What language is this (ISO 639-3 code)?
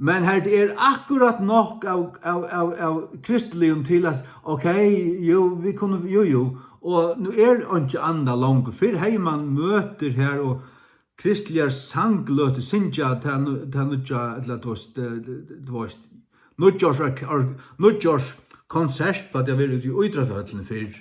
fao